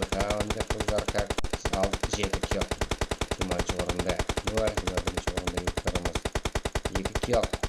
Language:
Kara-Kalpak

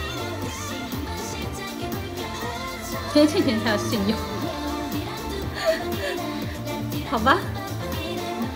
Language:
Chinese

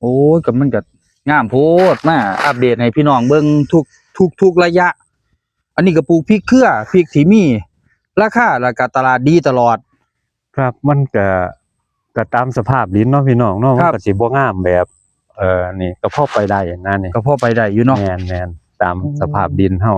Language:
Northeastern Thai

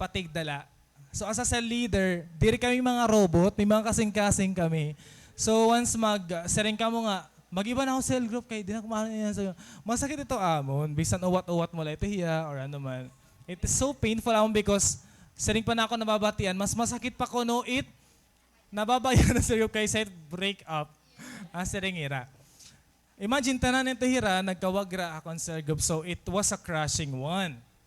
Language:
Waray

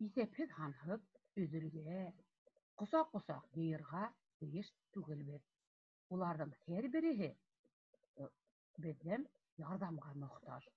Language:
Bashkir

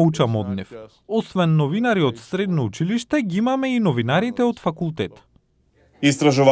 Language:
Macedonian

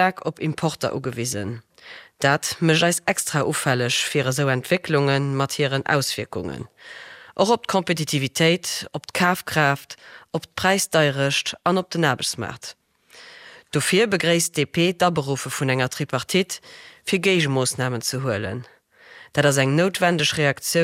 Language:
Luxembourgish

